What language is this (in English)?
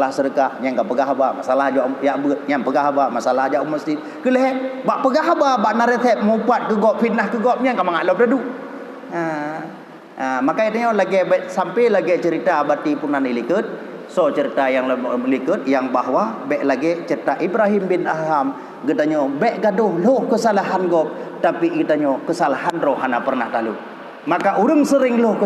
Achinese